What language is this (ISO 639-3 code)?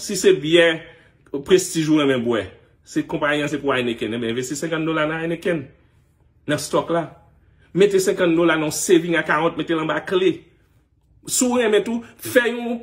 hat